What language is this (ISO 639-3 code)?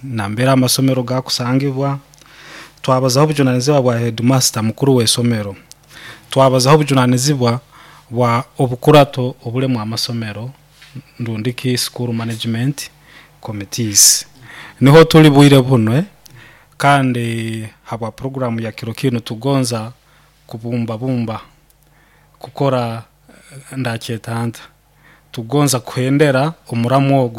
nyn